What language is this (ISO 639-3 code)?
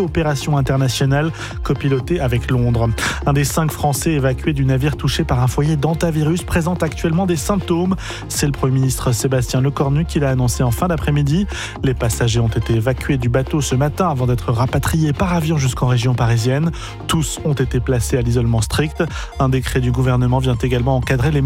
fra